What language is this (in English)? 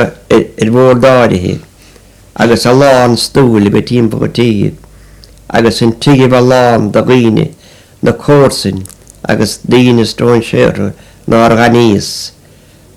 Irish